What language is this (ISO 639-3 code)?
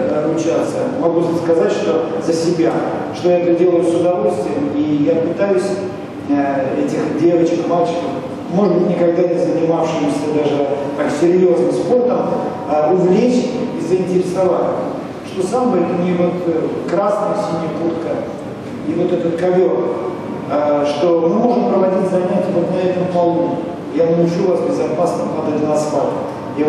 rus